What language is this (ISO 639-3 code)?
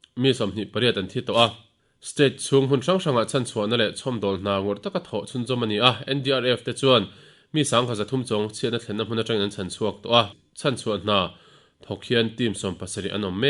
lus